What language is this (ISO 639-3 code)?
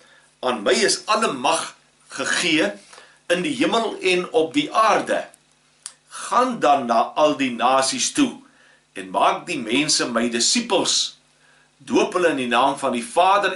afr